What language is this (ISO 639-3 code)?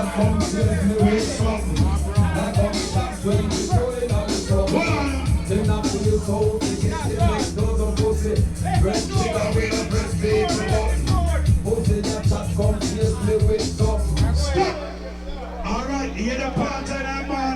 jam